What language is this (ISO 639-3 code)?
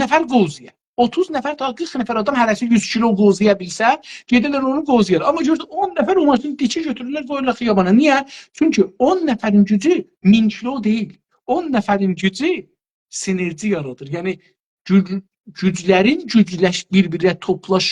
azb